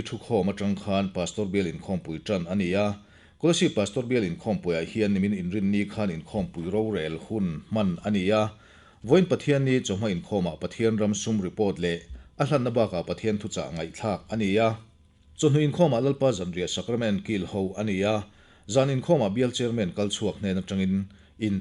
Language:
Mizo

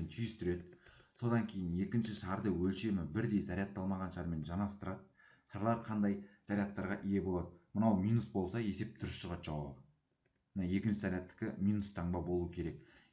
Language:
Kazakh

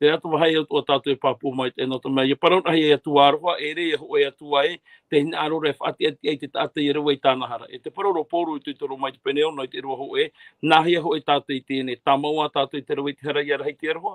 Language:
Tahitian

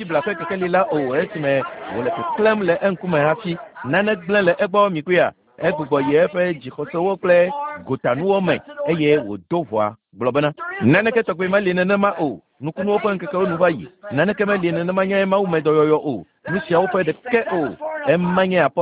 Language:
Ewe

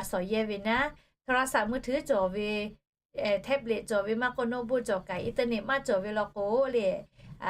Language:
Lahu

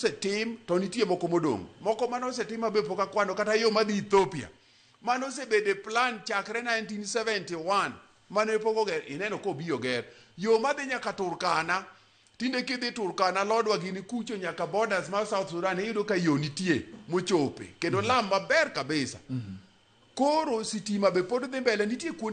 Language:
Luo (Kenya and Tanzania)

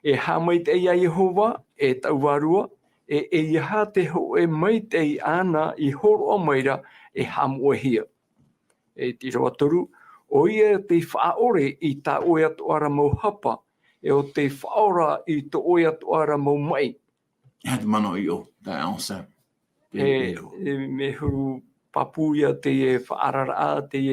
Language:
Tahitian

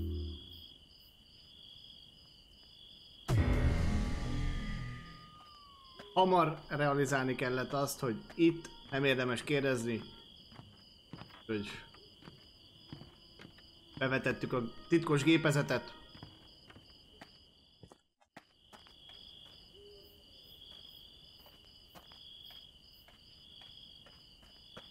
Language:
Hungarian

